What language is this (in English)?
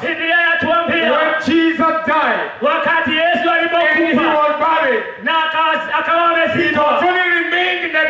Swahili